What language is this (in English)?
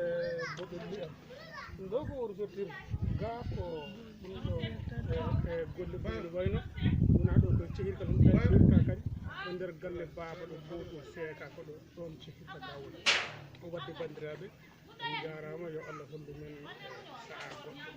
Fula